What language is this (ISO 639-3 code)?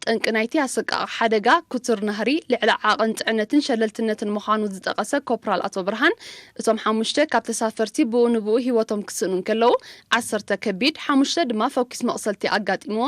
tir